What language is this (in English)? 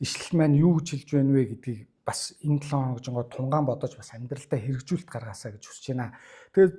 Mongolian